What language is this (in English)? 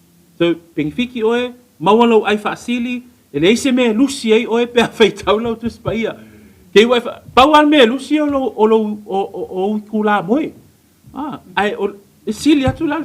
Samoan